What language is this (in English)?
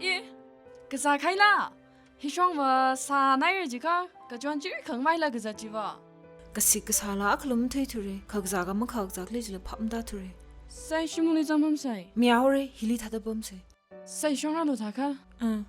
Tangkhul Naga (India)